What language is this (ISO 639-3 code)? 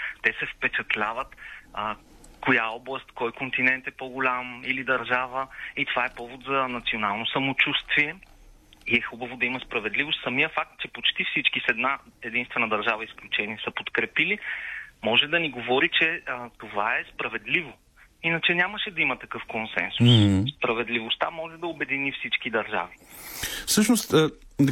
bul